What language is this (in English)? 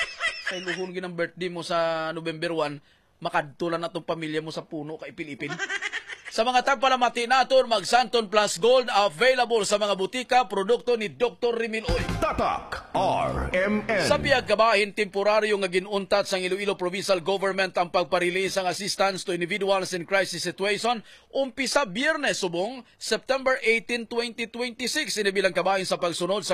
Hiligaynon